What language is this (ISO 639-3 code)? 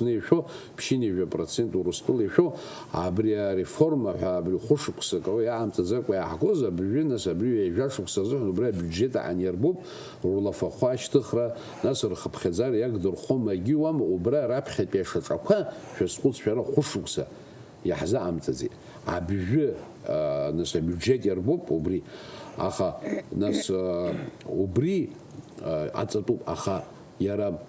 abk